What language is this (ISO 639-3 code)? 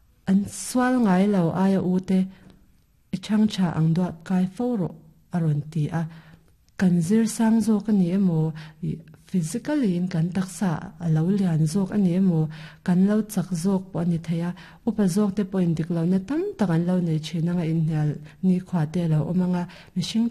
lus